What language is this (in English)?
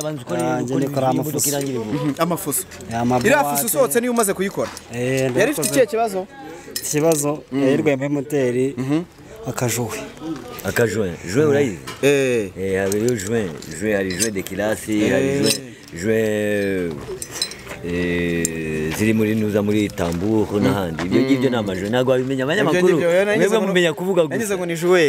Kinyarwanda